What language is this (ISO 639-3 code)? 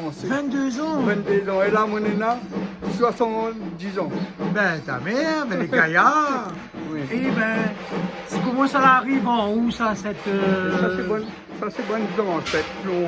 rcf